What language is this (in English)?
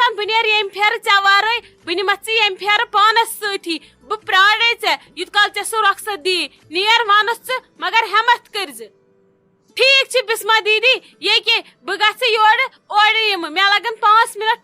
Kashmiri